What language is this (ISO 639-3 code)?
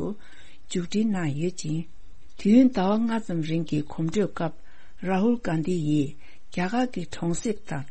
bod